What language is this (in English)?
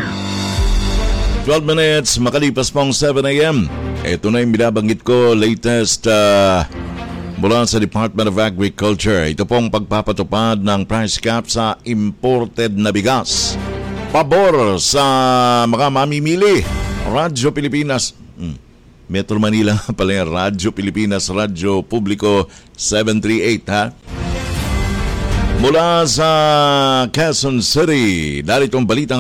Filipino